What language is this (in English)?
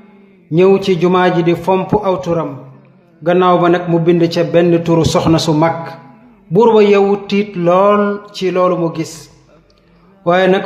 Wolof